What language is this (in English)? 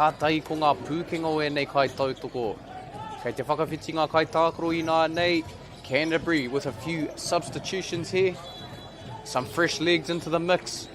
Māori